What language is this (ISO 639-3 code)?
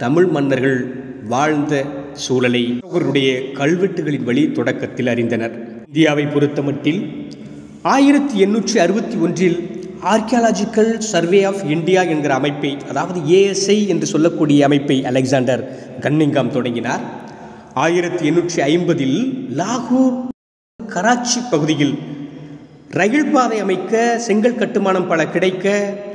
tam